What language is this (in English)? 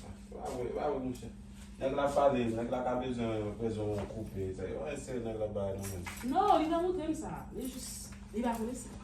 Haitian Creole